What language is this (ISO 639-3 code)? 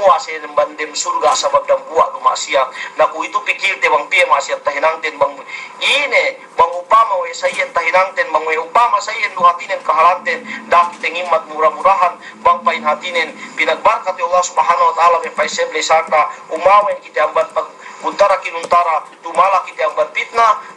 yka